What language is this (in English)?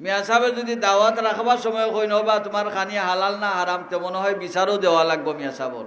Sylheti